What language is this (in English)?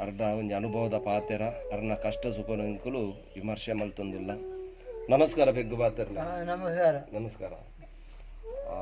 Tulu